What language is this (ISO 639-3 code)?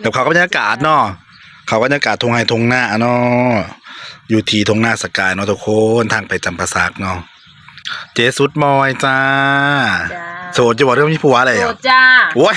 tts